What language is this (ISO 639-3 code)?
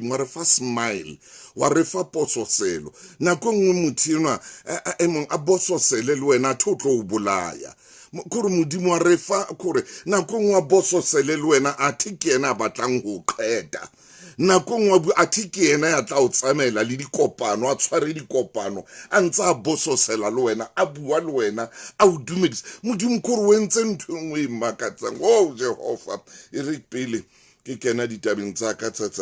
sot